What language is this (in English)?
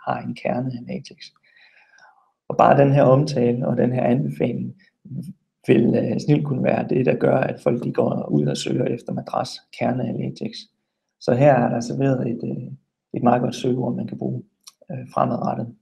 Danish